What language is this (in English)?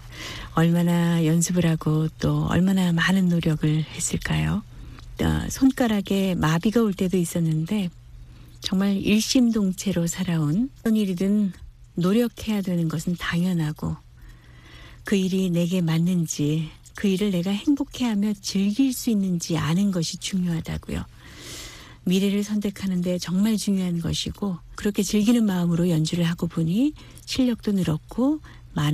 Korean